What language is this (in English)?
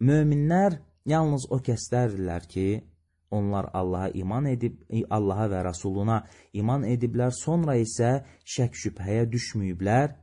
Azerbaijani